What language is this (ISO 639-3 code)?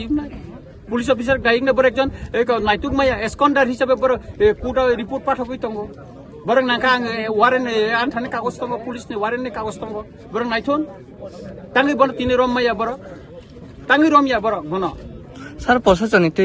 trp